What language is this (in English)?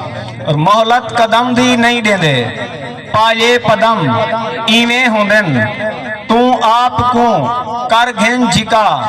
Saraiki